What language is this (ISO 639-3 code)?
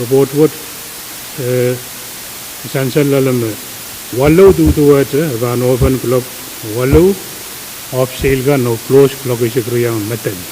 pon